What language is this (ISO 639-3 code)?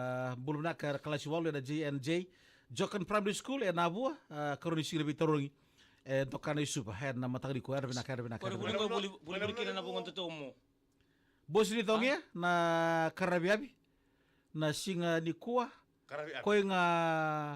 fij